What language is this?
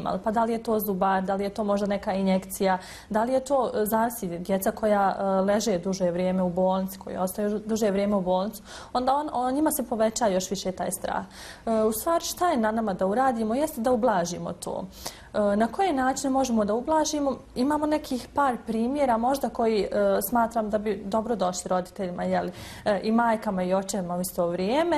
Bosnian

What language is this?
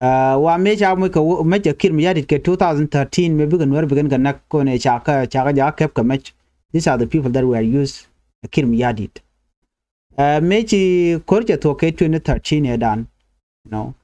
Nuer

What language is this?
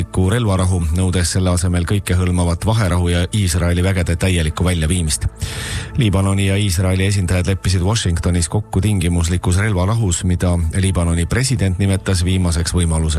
Estonian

